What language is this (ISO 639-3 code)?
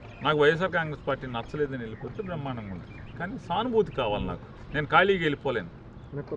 tel